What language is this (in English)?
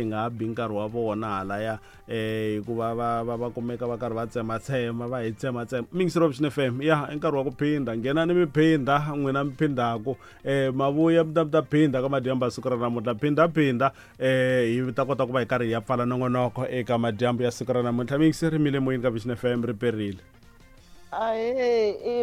Tsonga